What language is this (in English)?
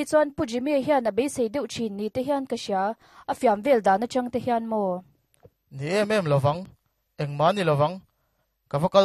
Mizo